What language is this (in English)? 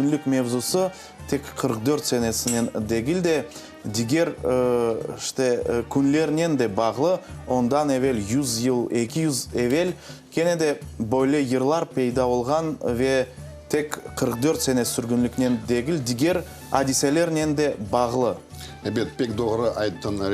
Crimean Tatar